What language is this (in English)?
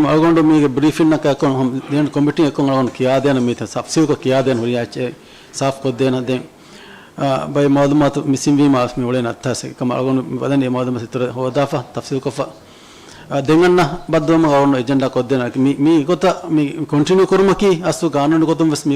Divehi